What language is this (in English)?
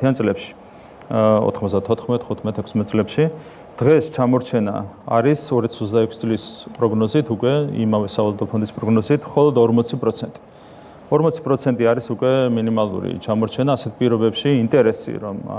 Georgian